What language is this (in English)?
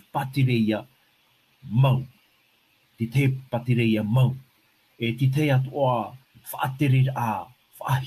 Tahitian